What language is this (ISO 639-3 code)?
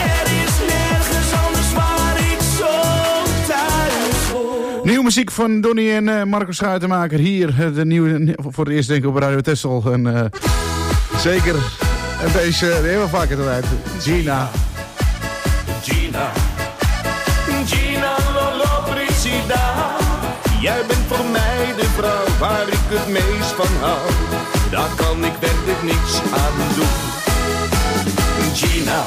nld